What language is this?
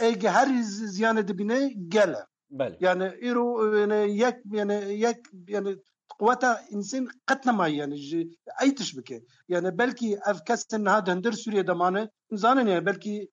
Kurdish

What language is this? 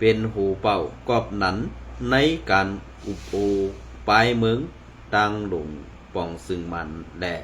Shan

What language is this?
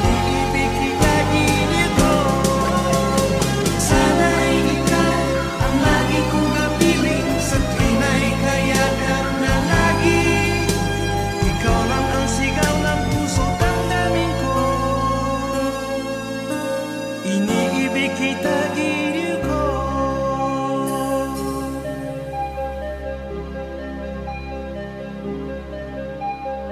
Filipino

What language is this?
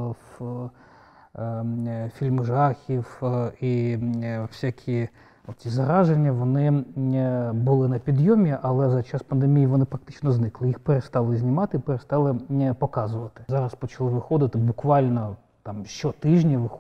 Ukrainian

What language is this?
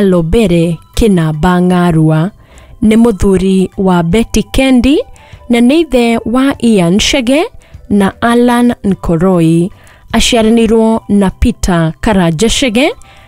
Kikuyu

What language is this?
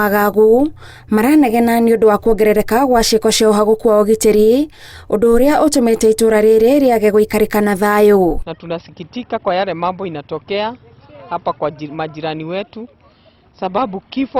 Kikuyu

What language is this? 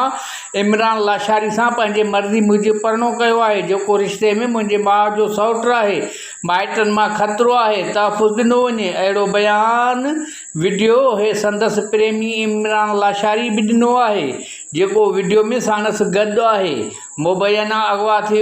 Sindhi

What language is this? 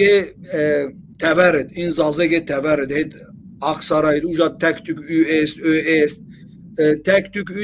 Zaza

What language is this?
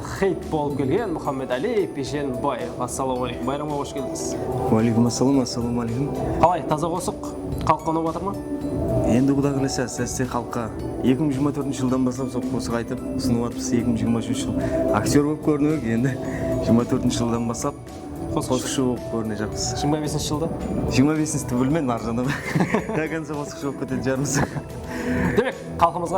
Kara-Kalpak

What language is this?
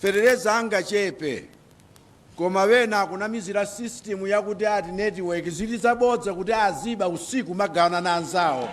Nyanja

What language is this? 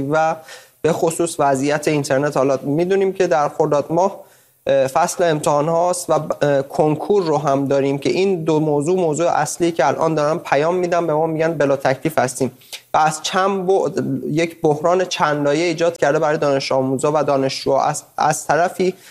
Persian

